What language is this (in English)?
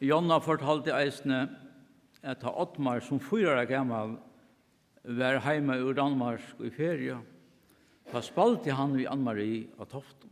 Faroese